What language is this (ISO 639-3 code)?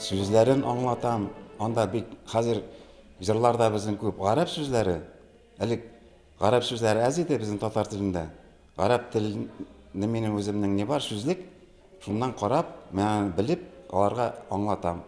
tat